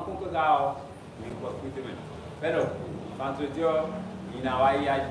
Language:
Fon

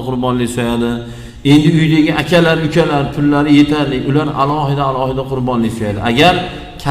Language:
Uzbek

